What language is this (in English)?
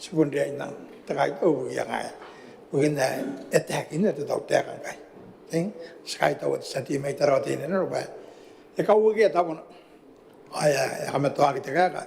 Gilbertese